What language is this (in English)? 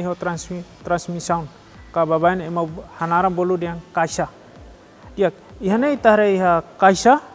Tetum